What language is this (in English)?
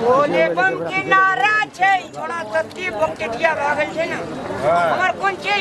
Maithili